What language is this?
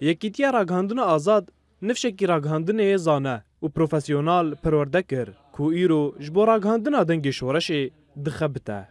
Kurdish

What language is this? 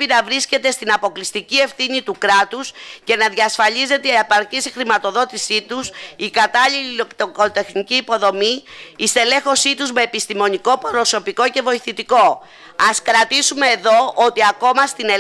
Greek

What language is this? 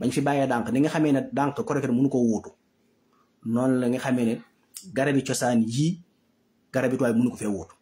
Wolof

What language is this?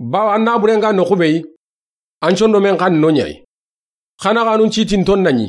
Soninke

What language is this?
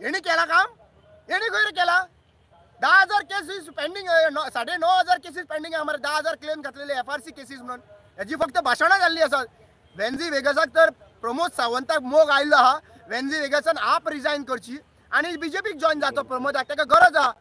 Konkani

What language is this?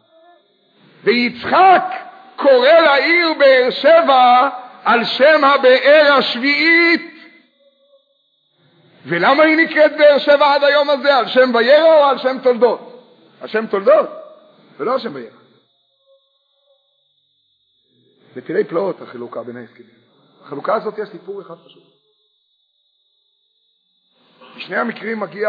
Hebrew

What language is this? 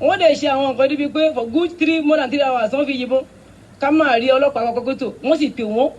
Yoruba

